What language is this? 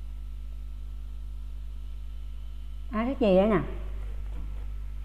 Vietnamese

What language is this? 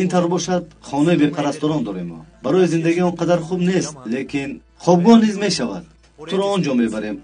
Tajik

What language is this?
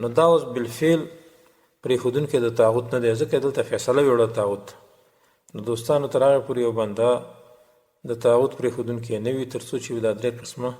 Pashto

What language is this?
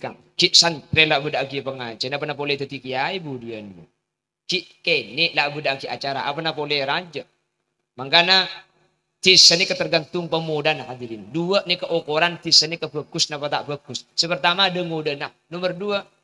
Madurese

